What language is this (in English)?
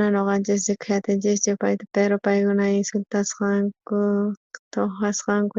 South Bolivian Quechua